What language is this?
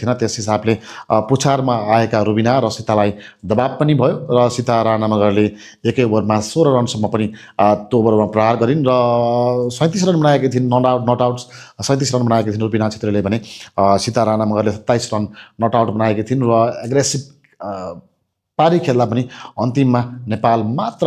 Nepali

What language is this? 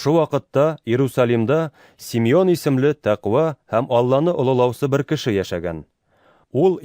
Bashkir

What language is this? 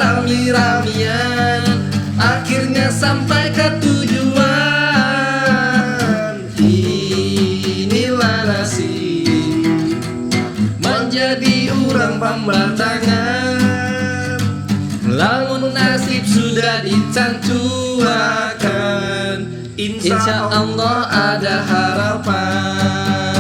Banjar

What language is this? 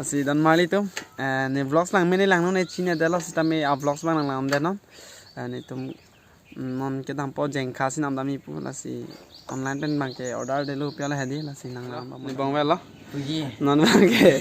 Karbi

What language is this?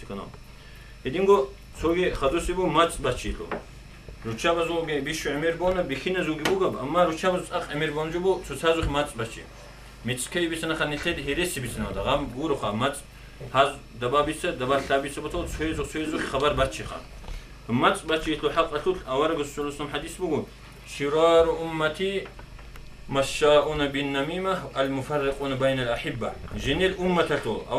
Avaric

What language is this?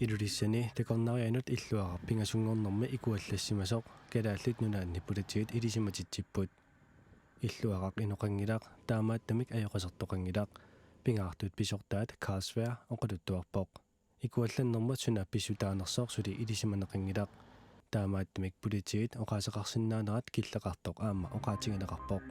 Kalaallisut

